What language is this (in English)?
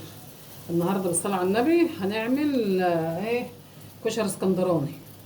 Egyptian Arabic